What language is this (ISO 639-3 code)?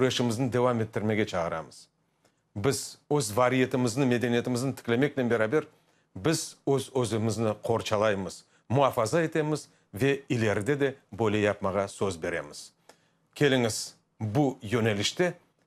crh